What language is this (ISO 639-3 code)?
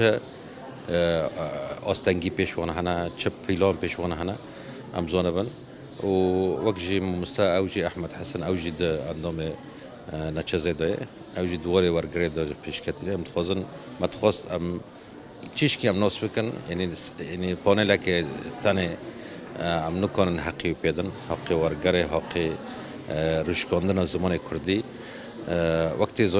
kur